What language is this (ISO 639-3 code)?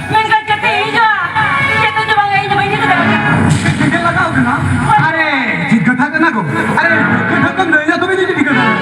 sat